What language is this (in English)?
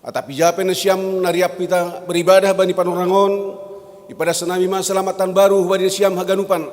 Batak Simalungun